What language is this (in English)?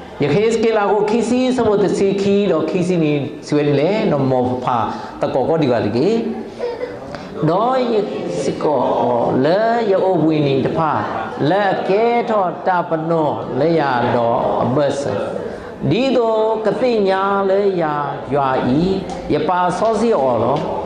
S'gaw Karen